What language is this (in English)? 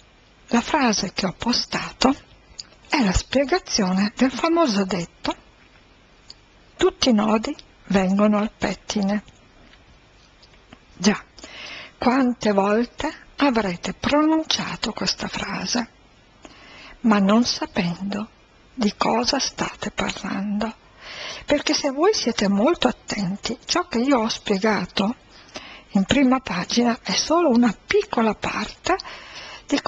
Italian